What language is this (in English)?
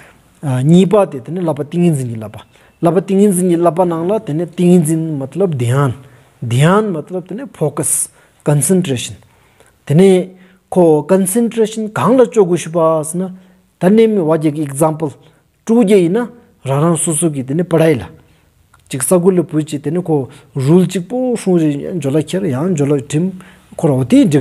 Stod Bhoti